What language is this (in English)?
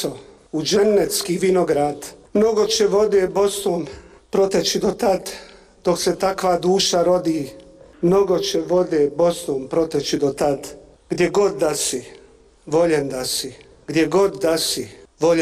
Bosnian